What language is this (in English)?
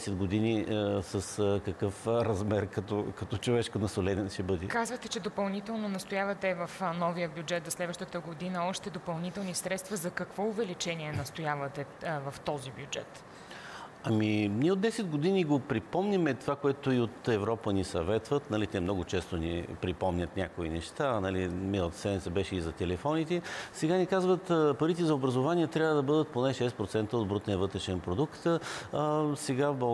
Bulgarian